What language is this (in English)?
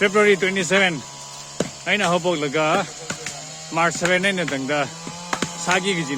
Tangkhul Naga (India)